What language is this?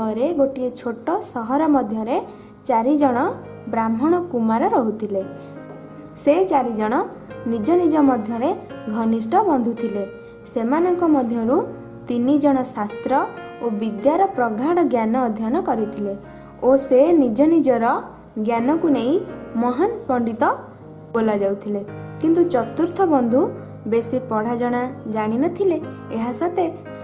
Odia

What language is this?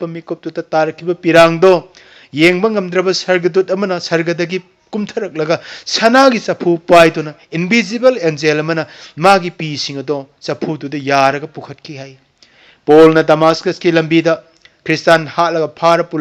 Manipuri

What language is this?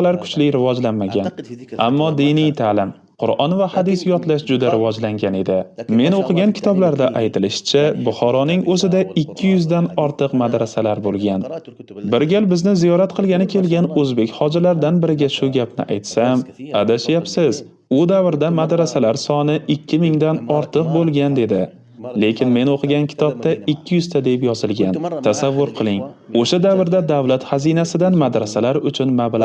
Uzbek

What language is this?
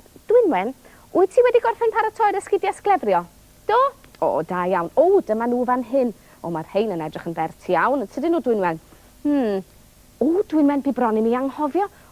Welsh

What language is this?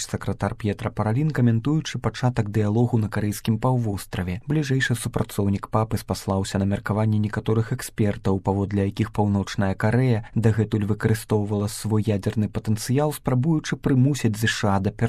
Belarusian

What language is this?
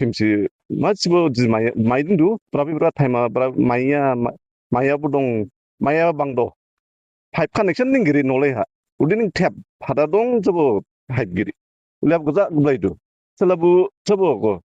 Dimasa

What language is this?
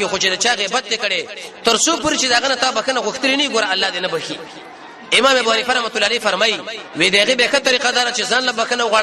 Pashto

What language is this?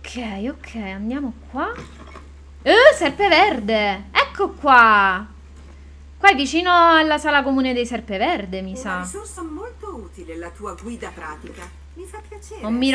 Italian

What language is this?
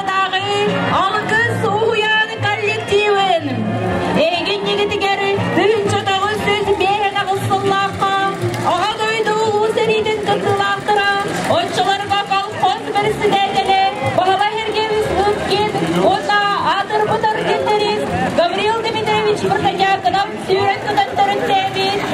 Yakut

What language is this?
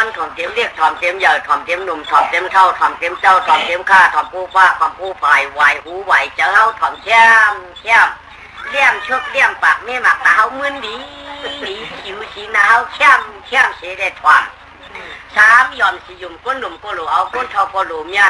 Shan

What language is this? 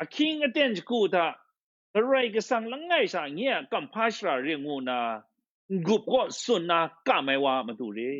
Kachin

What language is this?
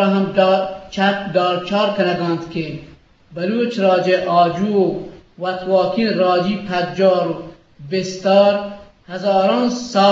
Eastern Balochi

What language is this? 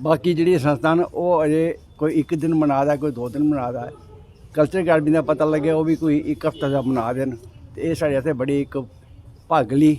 Dogri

